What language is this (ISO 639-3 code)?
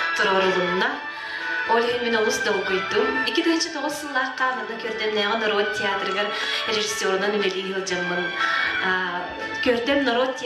sah